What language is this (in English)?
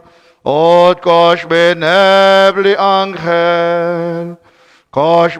Kekchí